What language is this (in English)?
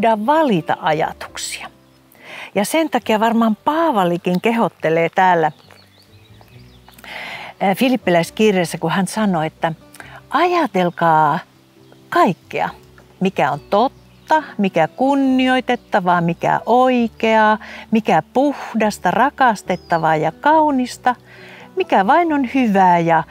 Finnish